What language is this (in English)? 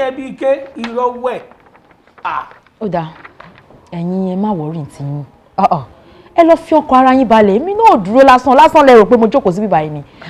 Yoruba